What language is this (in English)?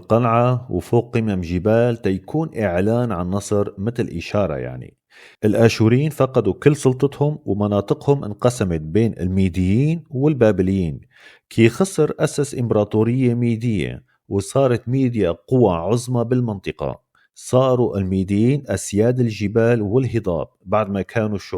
North Levantine Arabic